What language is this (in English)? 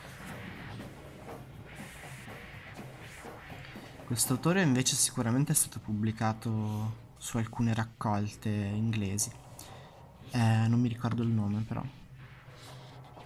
Italian